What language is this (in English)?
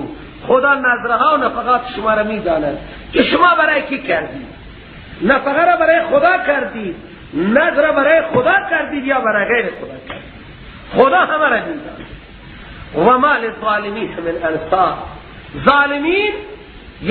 Persian